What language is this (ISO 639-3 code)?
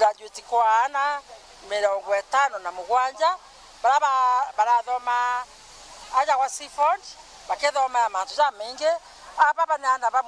mer